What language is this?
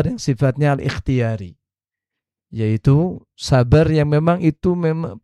Indonesian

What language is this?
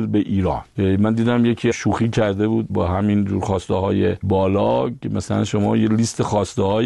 Persian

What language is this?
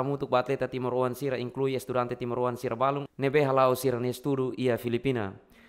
Tetum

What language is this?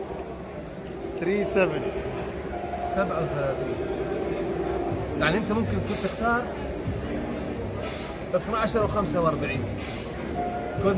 Arabic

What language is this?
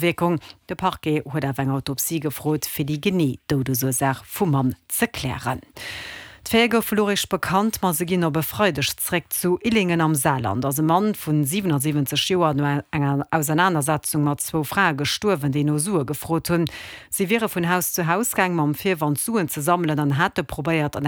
Luxembourgish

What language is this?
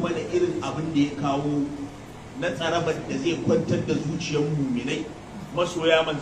Hausa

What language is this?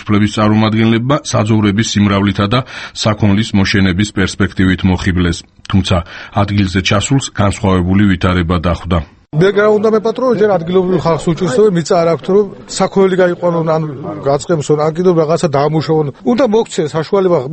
Georgian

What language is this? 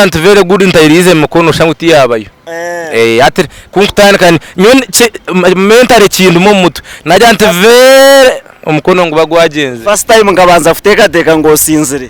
Nyankole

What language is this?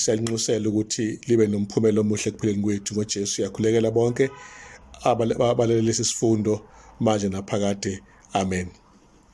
Zulu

